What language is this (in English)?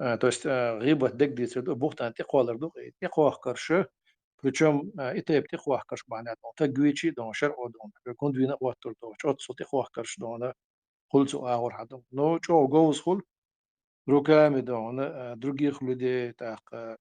Chechen